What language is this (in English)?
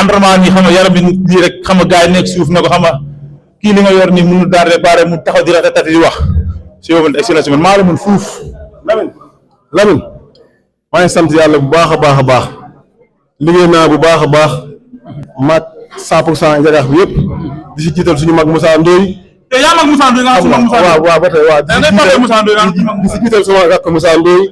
Wolof